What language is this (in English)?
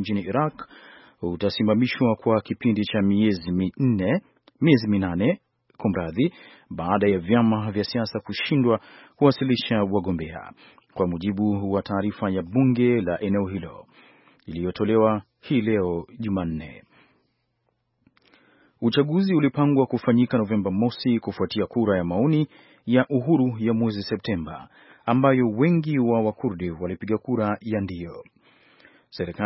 Swahili